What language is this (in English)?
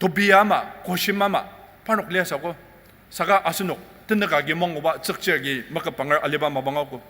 Ao Naga